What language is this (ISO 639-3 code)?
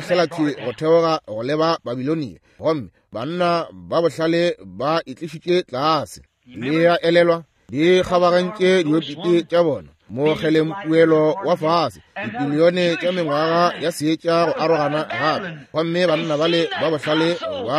nso